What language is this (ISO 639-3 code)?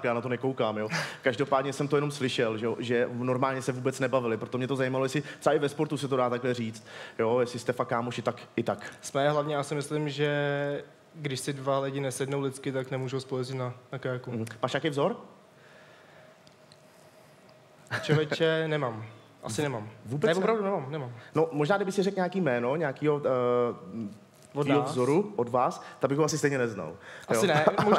ces